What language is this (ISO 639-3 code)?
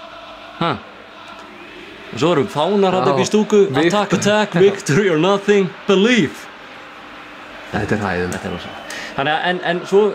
isl